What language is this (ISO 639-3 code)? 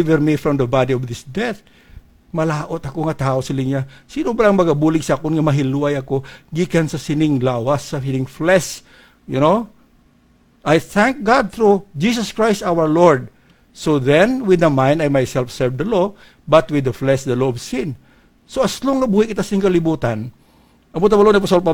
hil